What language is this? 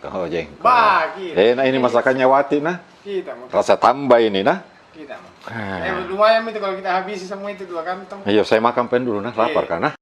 Makassar Malay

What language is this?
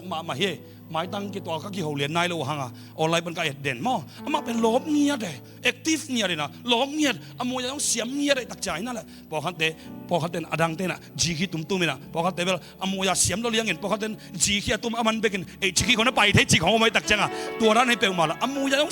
Tedim Chin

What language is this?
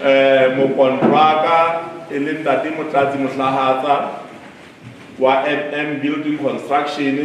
Southern Sotho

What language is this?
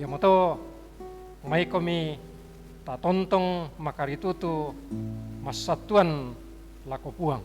Toraja-Sa'dan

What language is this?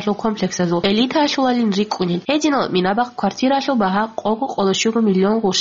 Avaric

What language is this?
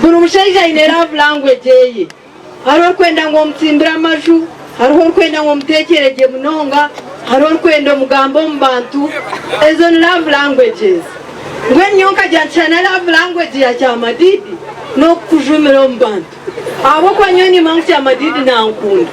Nyankole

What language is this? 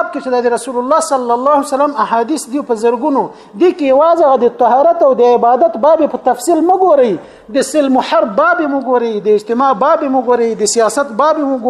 Pashto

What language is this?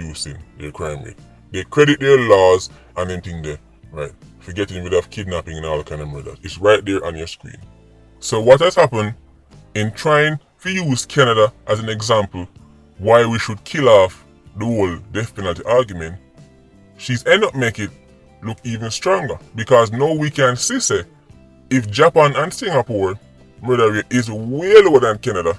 Jamaican Creole English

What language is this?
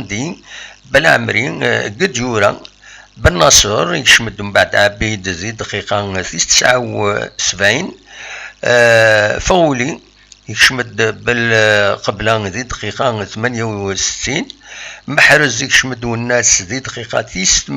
Kabyle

